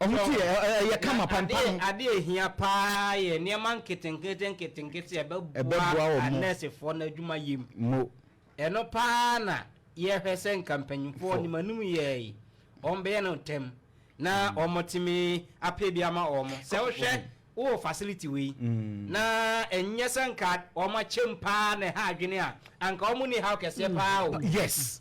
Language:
Akan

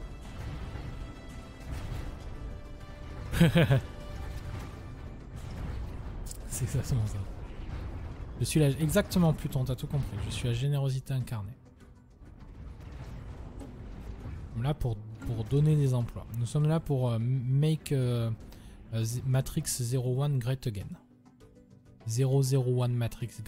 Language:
French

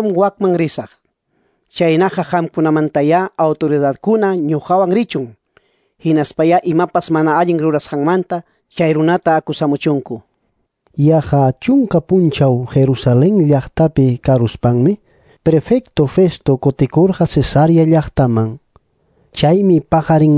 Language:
Ayacucho Quechua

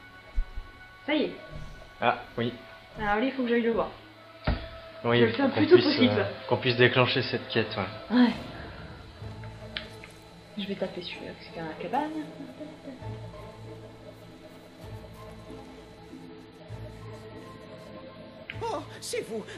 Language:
French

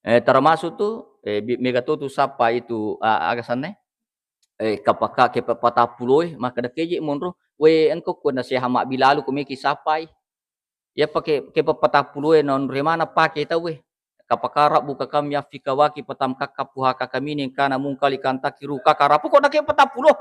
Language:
Buginese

